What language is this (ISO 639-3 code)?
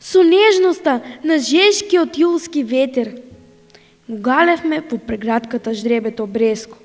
mkd